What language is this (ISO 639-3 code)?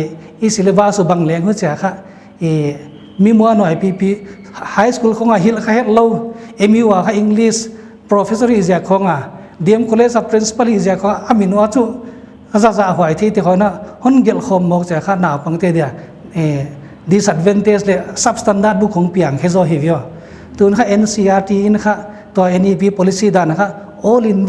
pck